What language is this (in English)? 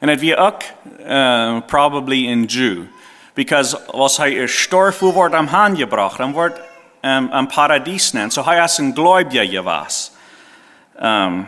Plautdietsch